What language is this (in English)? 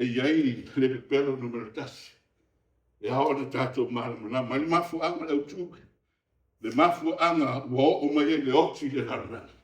Samoan